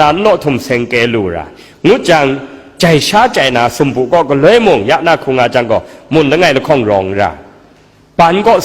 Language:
Kachin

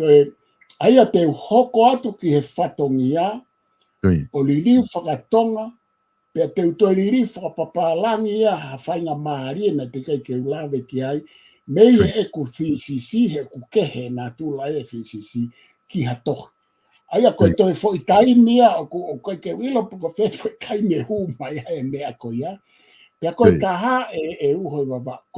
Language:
Tongan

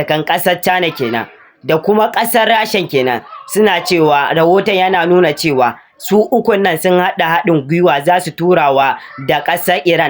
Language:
Hausa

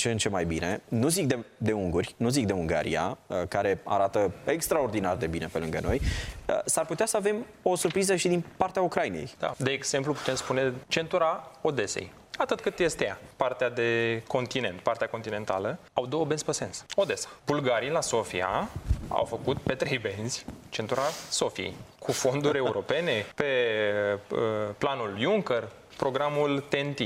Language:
Romanian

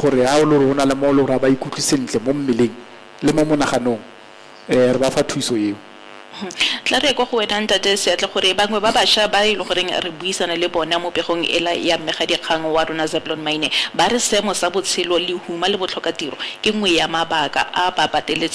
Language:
Tswana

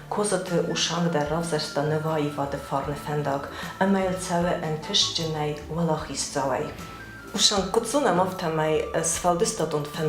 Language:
Ossetic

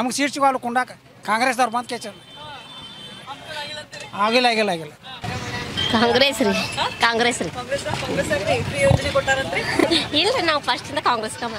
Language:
Kannada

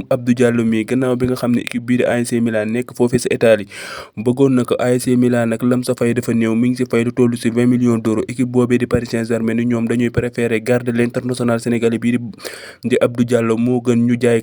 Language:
Wolof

